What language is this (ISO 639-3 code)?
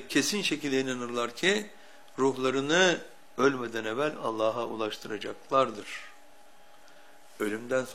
tur